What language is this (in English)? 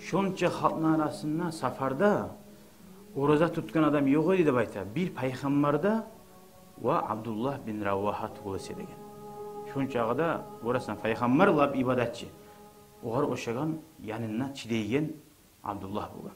Kumyk